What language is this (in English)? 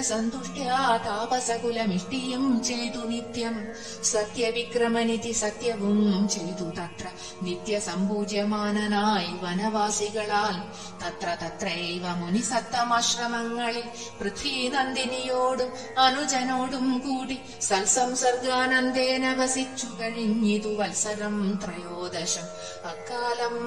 Malayalam